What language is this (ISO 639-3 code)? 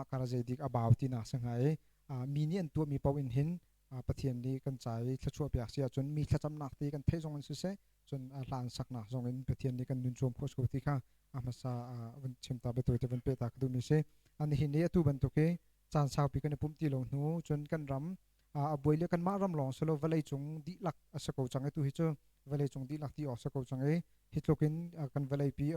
cnh